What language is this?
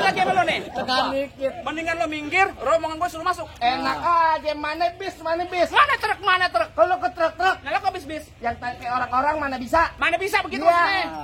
Betawi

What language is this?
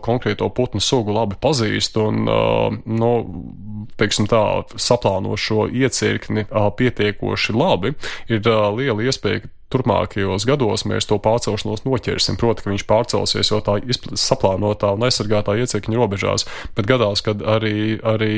Latvian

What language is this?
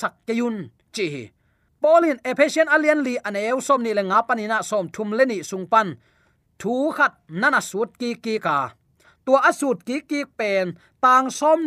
Tedim Chin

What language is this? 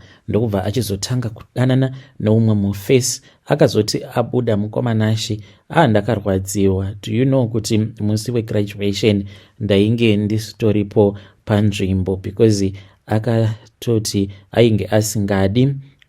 Shona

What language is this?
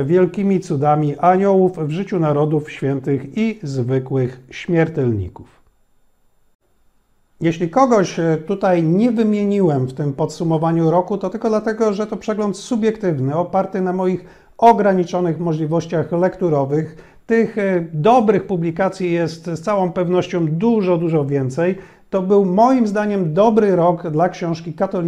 Polish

